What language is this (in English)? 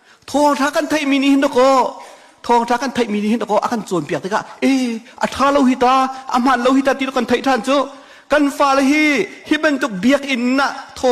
Hakha Chin